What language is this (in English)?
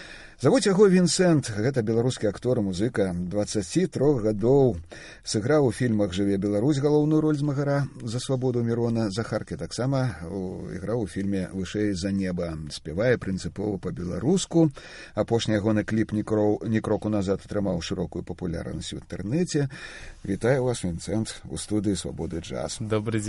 Belarusian